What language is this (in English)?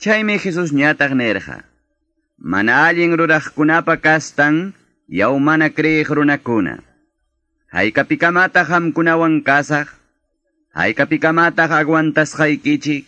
Quechua